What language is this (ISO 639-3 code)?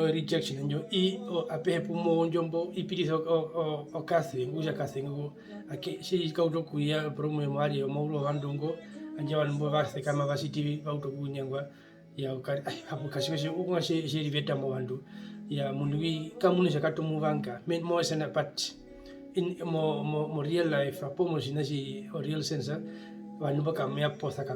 her